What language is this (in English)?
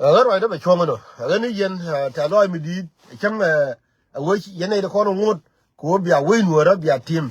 Nuer